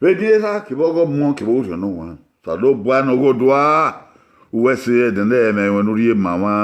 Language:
Bini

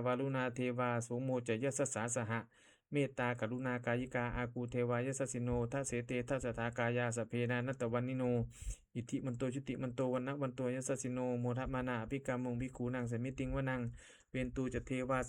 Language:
Pali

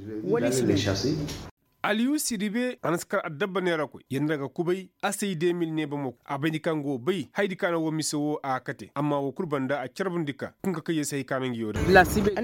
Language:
Koyraboro Senni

